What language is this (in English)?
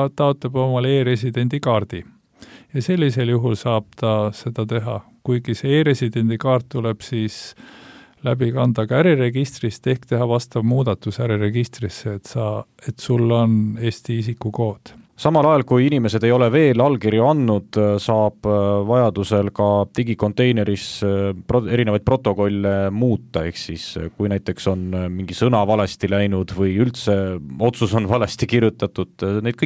Estonian